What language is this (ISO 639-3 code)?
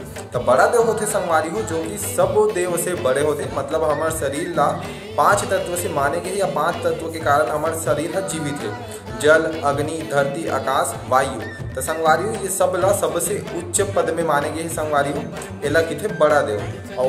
hne